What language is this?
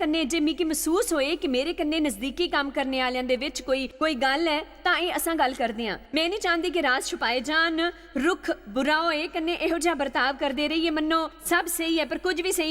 Dogri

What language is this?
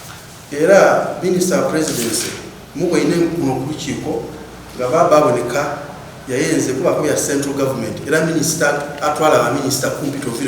Soga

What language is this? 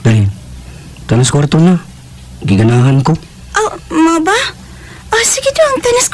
Cebuano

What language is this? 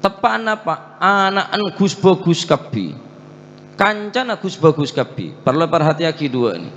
Madurese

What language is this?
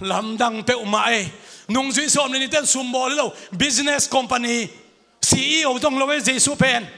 Tedim Chin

